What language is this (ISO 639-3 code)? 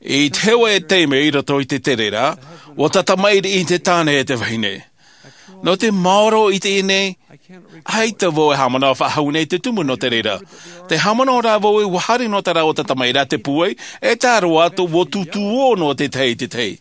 tah